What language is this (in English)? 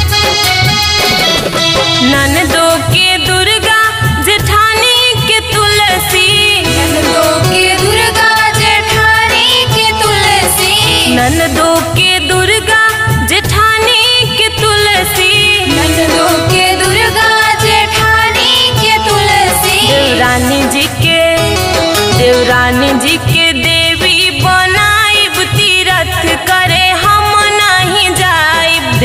Bhojpuri